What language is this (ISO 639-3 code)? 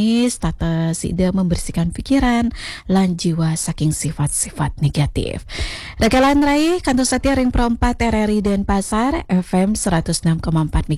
ban